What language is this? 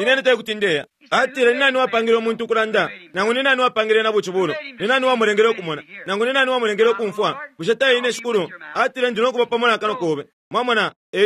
Bemba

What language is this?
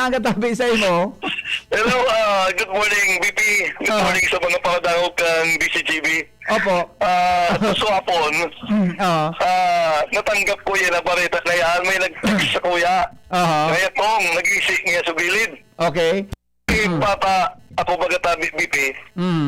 Bikol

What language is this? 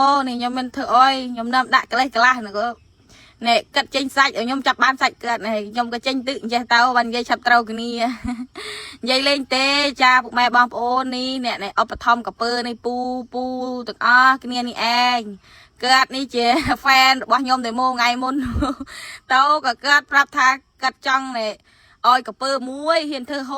Khmer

